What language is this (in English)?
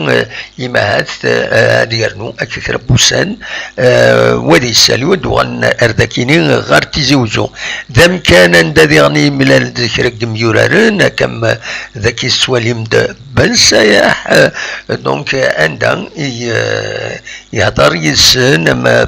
Kabyle